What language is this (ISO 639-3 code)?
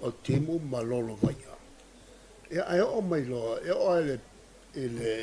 smo